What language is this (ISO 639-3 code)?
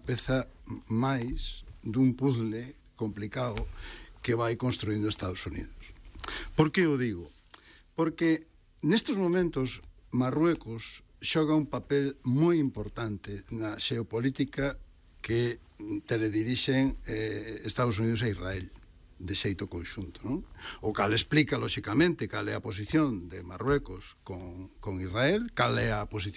glg